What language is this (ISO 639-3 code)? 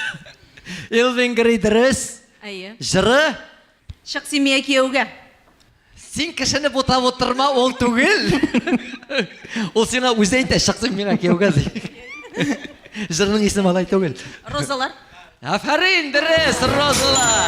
tat